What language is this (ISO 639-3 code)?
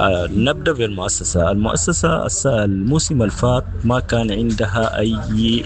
apd